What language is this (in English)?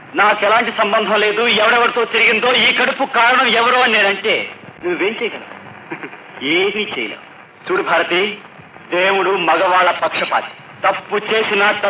Telugu